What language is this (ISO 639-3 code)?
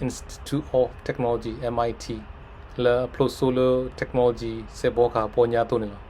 ksw